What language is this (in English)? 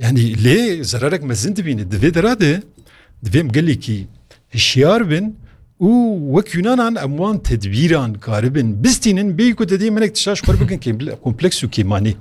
Kurdish